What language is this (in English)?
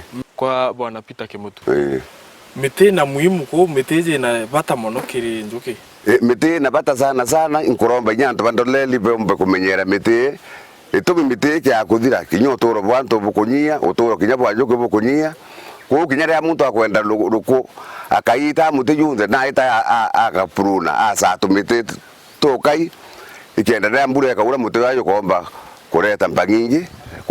Meru